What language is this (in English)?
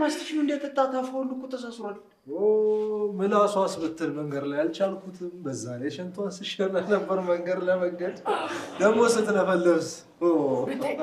Amharic